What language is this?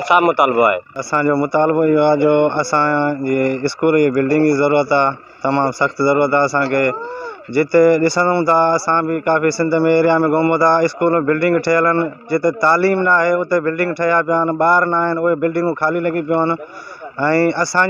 Sindhi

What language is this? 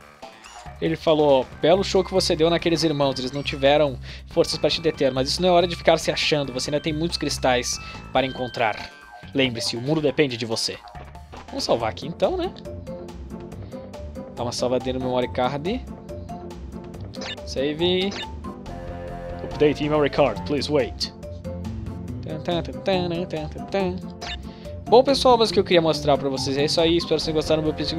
Portuguese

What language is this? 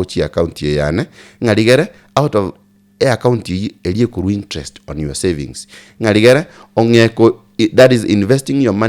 Gusii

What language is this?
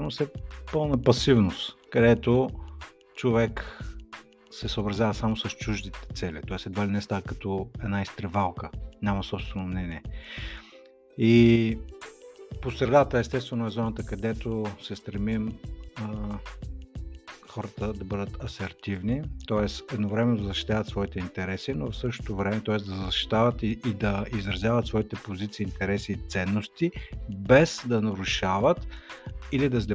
Bulgarian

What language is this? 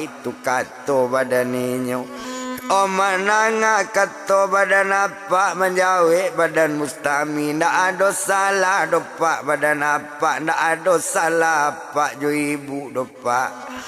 Minangkabau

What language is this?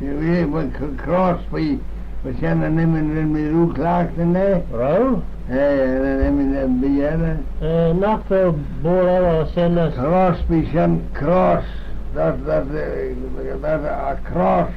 Manx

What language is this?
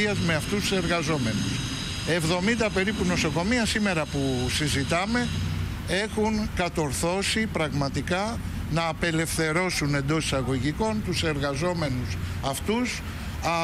Greek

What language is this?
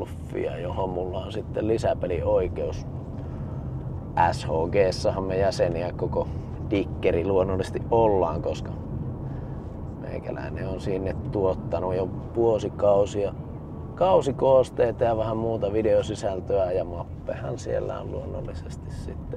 Finnish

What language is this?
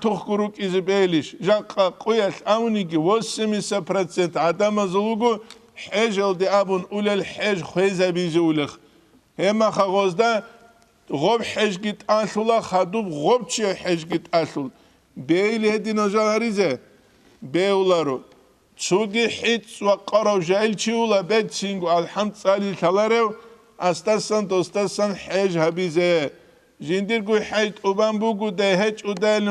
Avaric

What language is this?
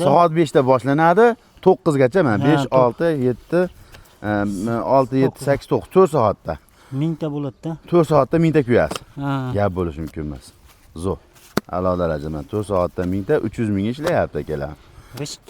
Uzbek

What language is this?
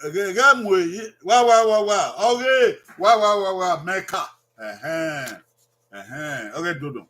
Bini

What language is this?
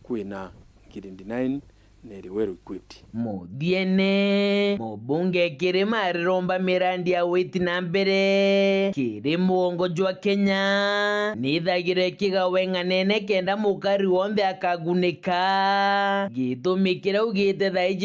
Meru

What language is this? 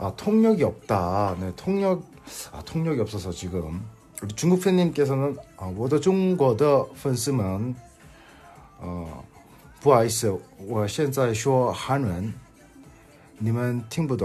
Korean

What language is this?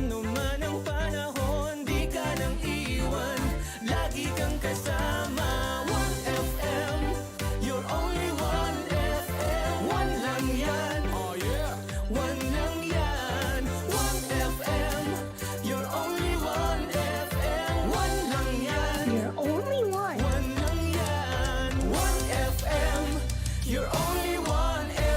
Bikol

